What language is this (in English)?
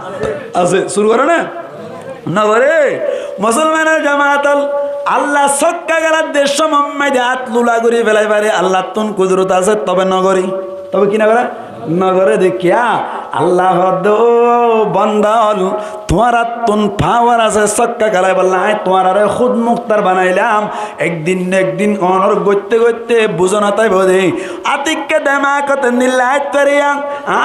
Rohingya